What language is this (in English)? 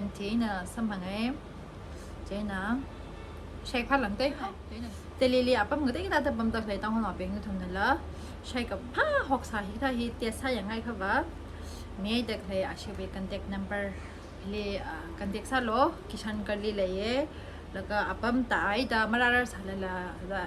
Tangkhul Naga (India)